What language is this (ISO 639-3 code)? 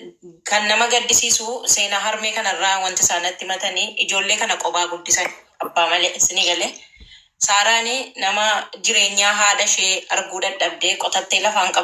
orm